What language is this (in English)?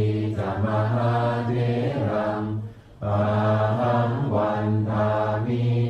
Pali